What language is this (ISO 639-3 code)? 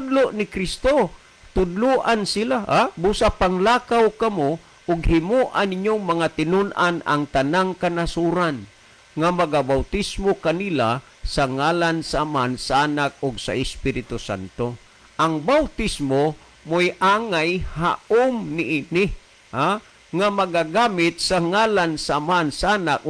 ceb